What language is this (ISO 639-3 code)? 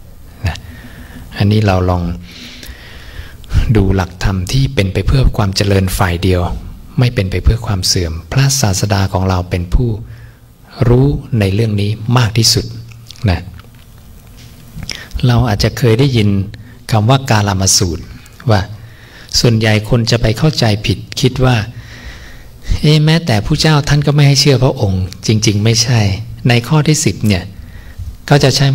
tha